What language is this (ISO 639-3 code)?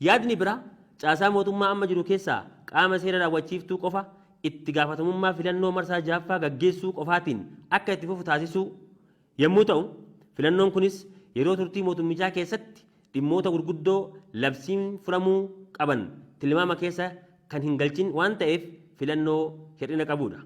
orm